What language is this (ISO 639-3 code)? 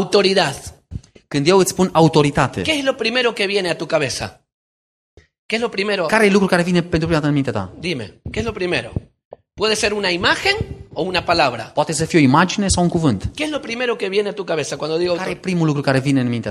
ron